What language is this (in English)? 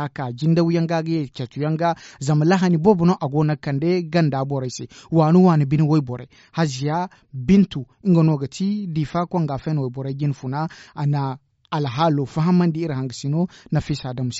Zarma